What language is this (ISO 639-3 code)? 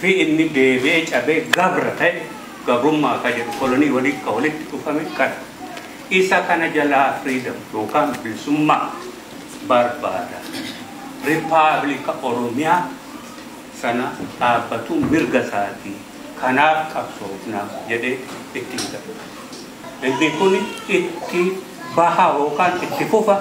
orm